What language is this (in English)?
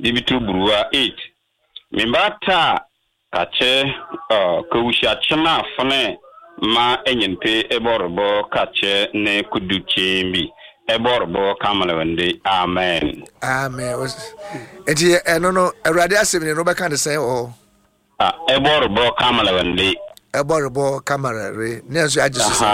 Akan